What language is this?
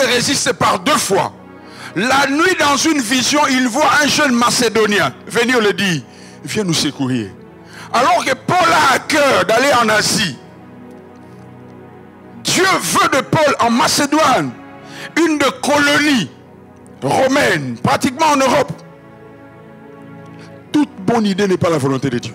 French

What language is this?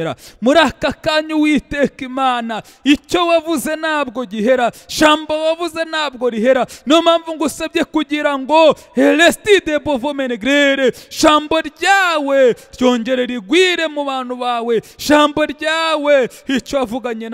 Kinyarwanda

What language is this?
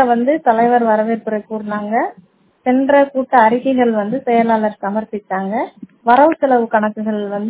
Tamil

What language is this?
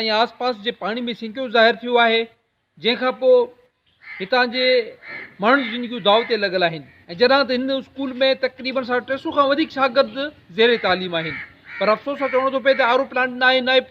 Sindhi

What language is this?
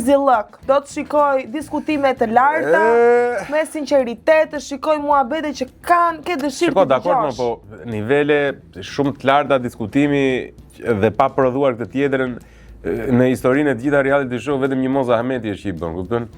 Albanian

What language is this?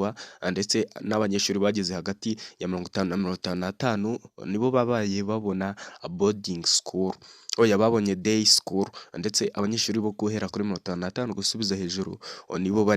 Kinyarwanda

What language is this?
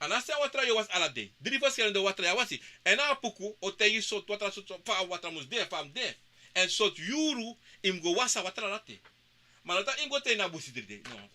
Sranan Tongo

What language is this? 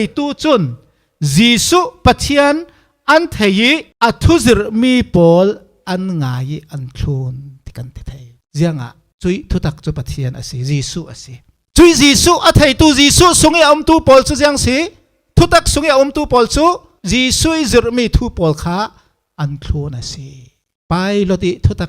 Falam Chin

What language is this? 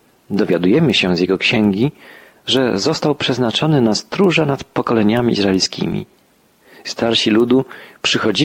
Polish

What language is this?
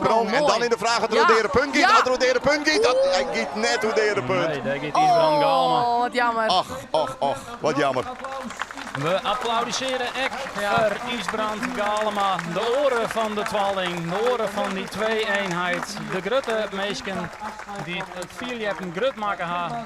Western Frisian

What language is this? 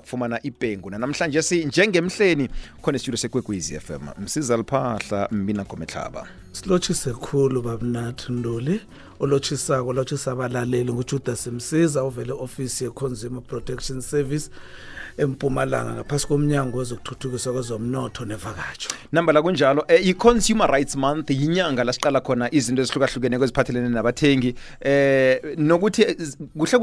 South Ndebele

